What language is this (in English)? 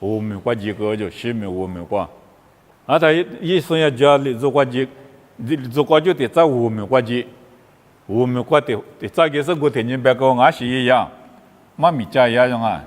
Lisu